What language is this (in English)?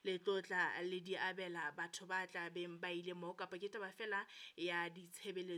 Southern Sotho